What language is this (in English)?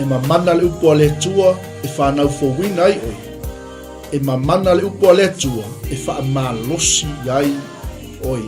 Samoan